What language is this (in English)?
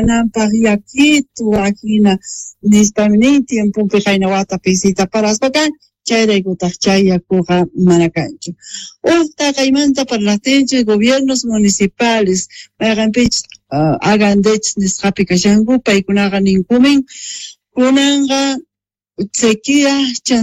Quechua